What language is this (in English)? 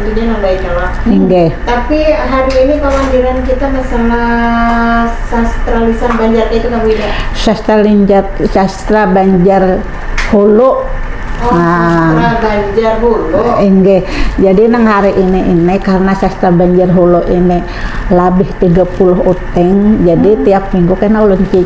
Banjar